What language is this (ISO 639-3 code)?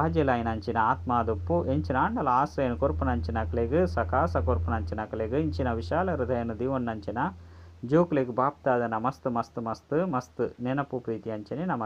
tcy